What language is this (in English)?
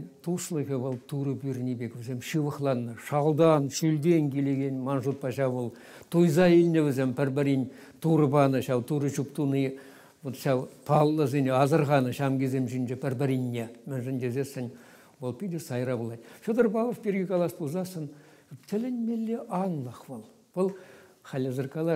Chuvash